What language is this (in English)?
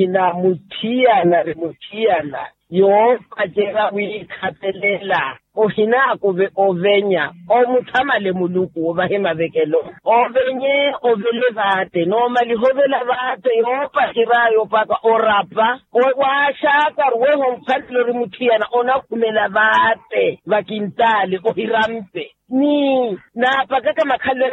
Makhuwa